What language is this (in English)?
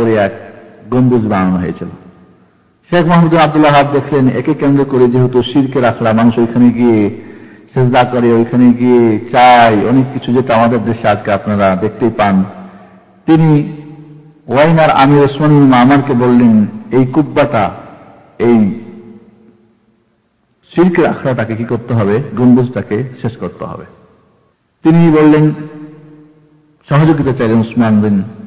Bangla